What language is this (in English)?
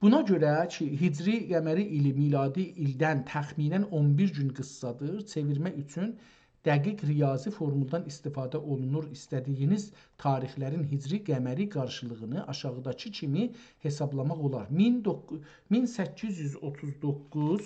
South Azerbaijani